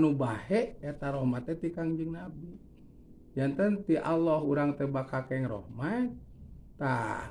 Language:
Sundanese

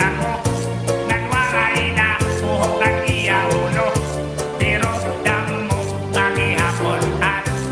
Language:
Waray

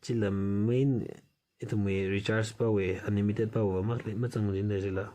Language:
Tangkhul Naga (India)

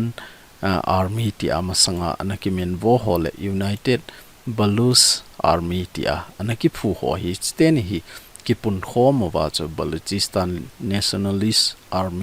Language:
Thado Chin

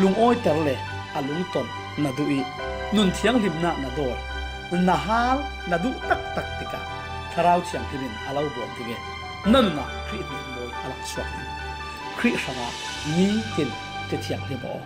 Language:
Falam Chin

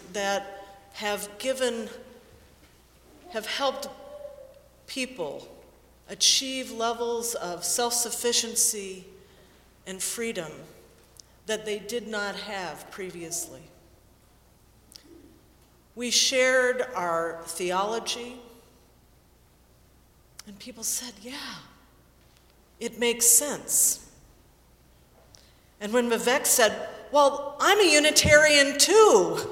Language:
English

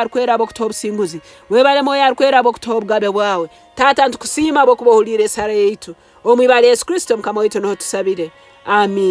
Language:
Nyankole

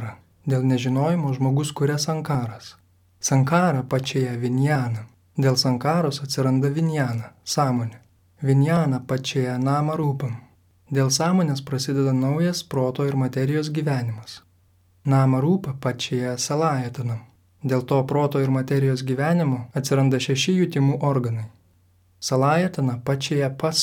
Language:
Lithuanian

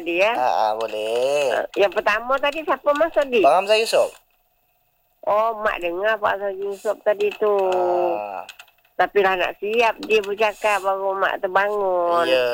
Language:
Malay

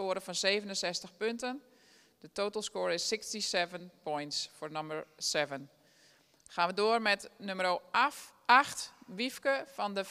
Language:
Dutch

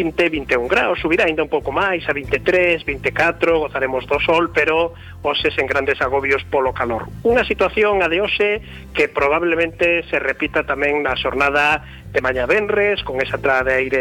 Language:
Galician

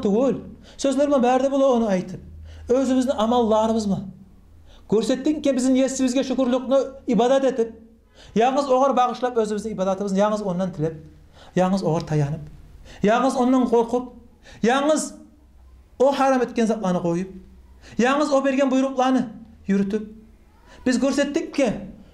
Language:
Kumyk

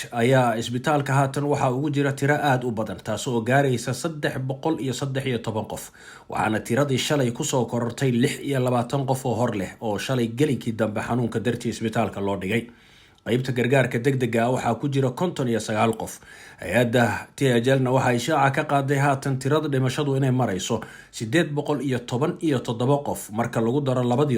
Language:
Somali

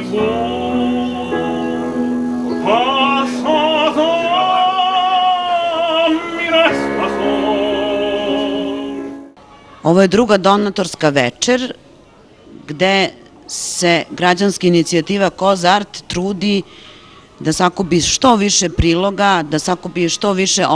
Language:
Serbian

